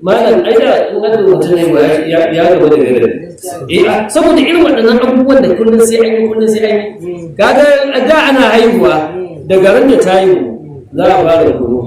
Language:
Hausa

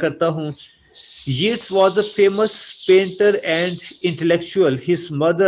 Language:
Urdu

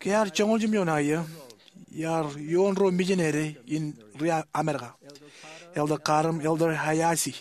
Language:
Marshallese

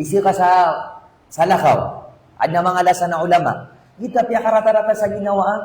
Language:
Maranao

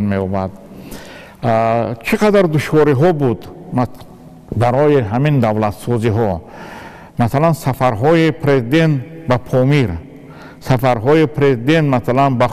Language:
Tajik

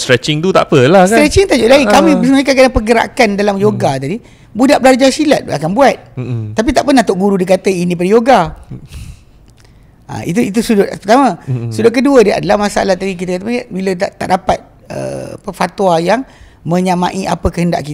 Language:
Malay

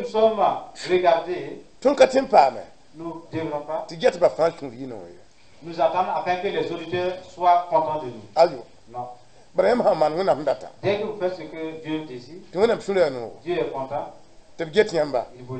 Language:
Mossi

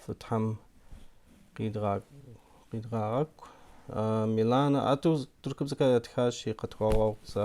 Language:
Kabardian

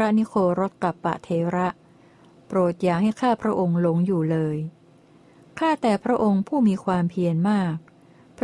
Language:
Thai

